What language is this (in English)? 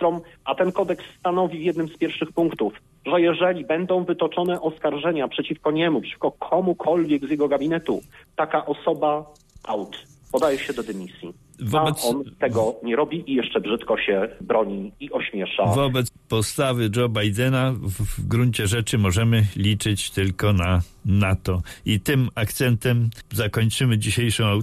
Polish